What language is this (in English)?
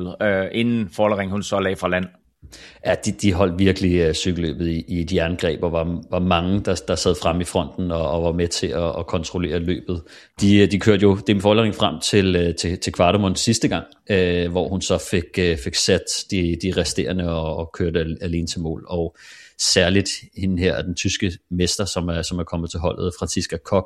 Danish